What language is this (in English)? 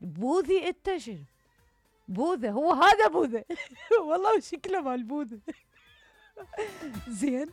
Mesopotamian Arabic